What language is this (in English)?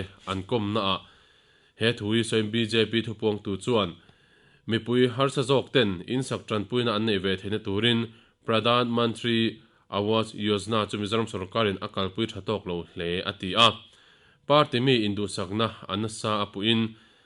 Mizo